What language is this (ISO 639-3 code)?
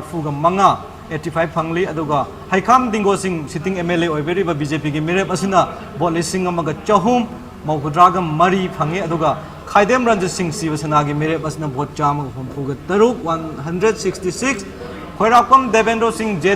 mni